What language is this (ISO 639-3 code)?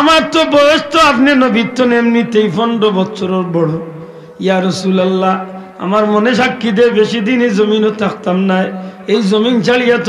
syl